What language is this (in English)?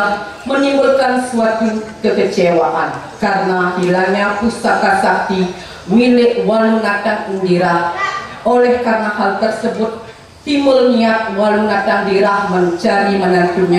Indonesian